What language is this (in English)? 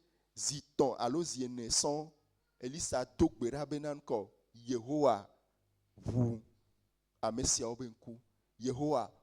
Ewe